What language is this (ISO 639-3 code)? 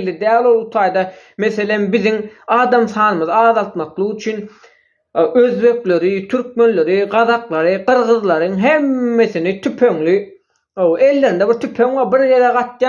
tuk